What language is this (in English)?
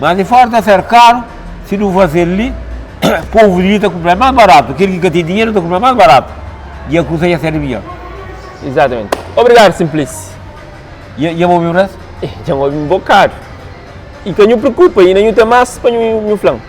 Kabuverdianu